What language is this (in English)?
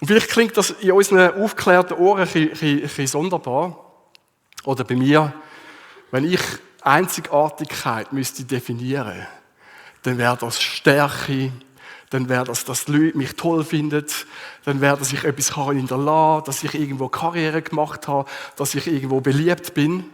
Swiss German